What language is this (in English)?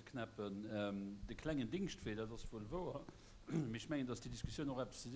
Luxembourgish